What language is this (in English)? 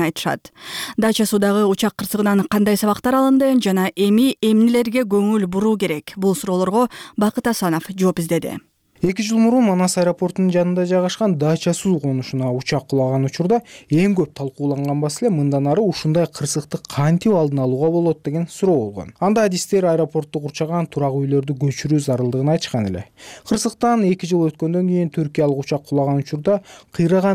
Kyrgyz